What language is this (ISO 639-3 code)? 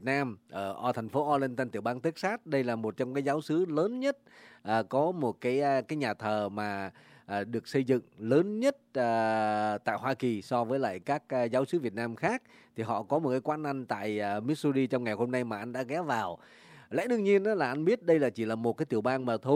vie